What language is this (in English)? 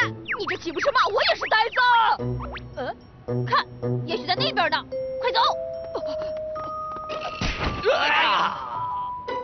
Chinese